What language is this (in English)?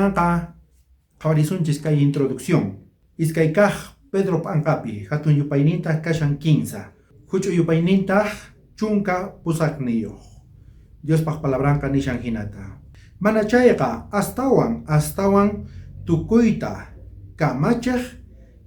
South Bolivian Quechua